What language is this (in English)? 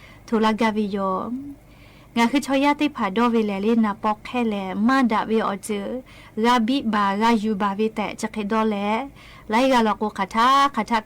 Lahu